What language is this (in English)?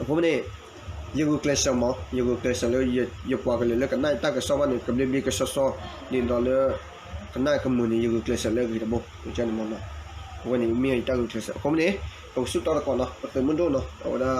S'gaw Karen